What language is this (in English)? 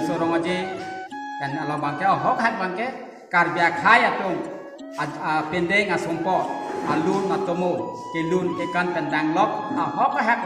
Karbi